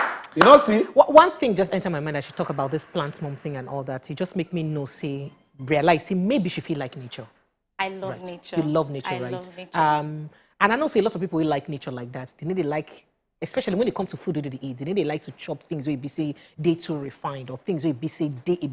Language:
Nigerian Pidgin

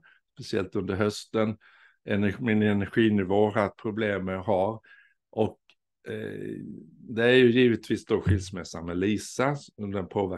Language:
Swedish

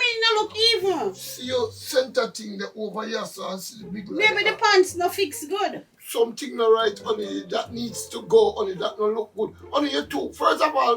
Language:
Jamaican Creole English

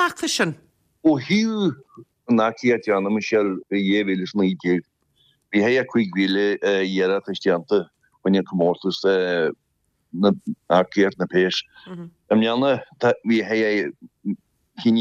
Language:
Irish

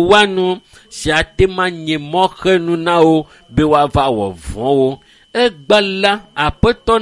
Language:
Ewe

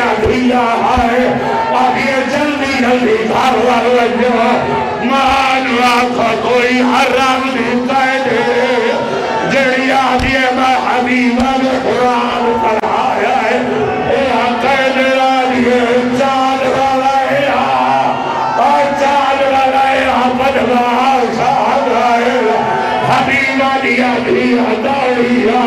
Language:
Saraiki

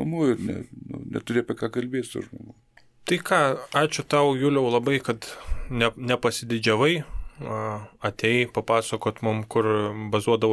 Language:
Lithuanian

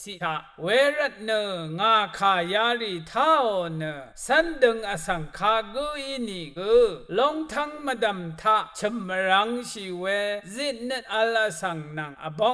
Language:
Rawang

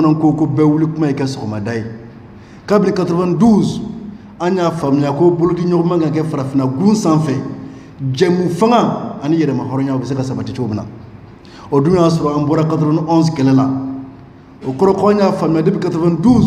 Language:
Bambara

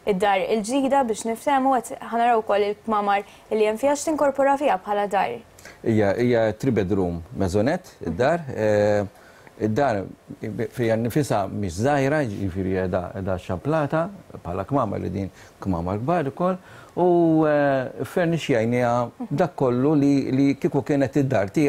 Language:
Maltese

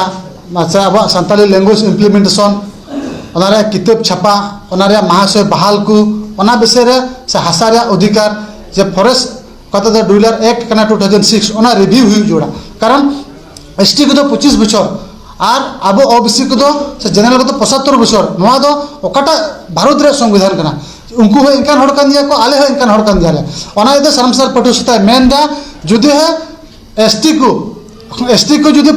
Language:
Santali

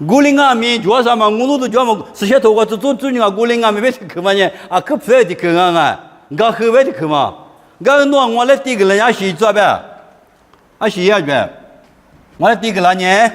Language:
Lisu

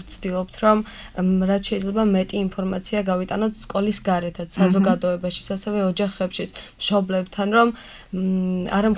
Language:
Georgian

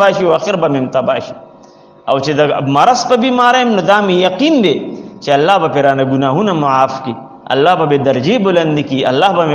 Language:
Pashto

